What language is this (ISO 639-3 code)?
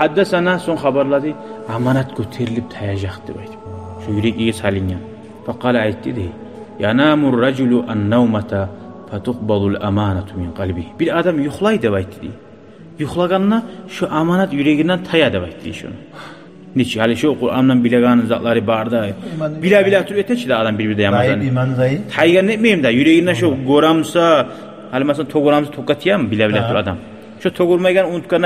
kum